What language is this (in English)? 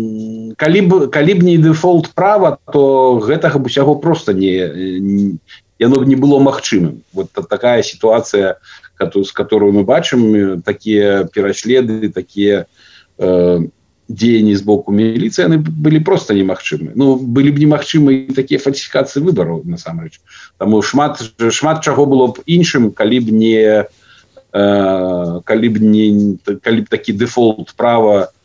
Belarusian